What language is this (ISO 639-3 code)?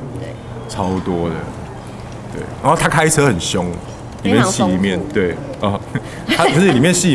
zho